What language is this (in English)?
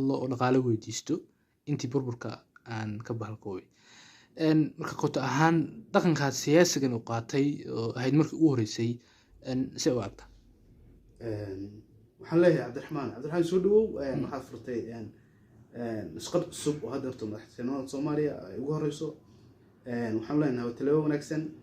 Somali